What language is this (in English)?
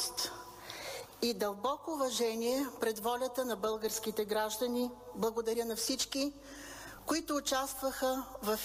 Bulgarian